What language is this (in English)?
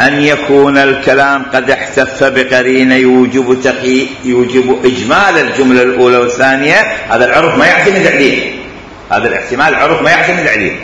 Mesopotamian Arabic